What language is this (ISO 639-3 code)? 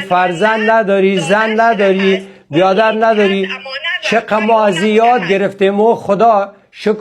fas